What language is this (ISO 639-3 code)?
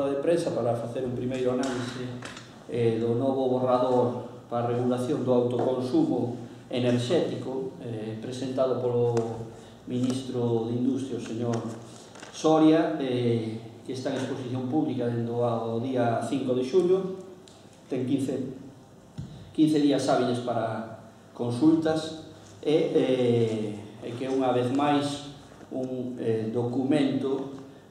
glg